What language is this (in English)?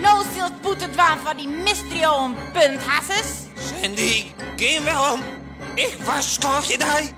Western Frisian